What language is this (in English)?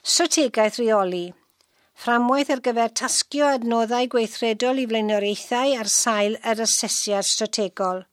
Welsh